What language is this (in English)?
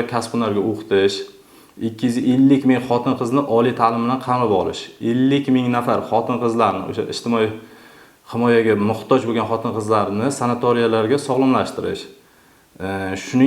Uzbek